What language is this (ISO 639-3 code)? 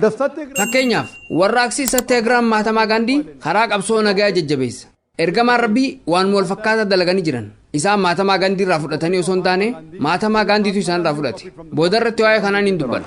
orm